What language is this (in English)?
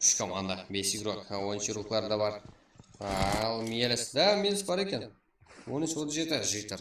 Kara-Kalpak